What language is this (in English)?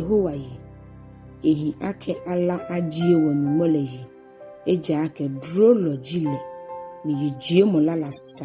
Ga